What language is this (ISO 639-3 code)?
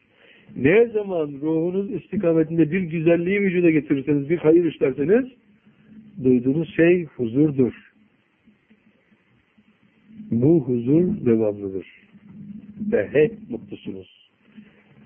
tur